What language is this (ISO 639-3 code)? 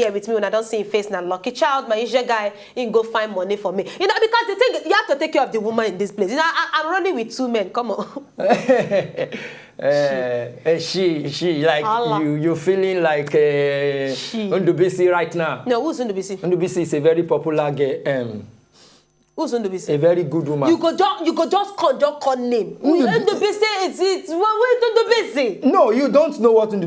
pcm